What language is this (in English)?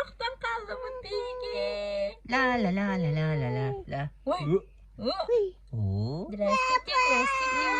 Yakut